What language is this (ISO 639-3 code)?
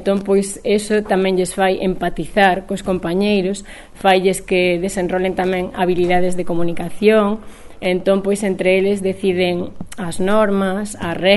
glg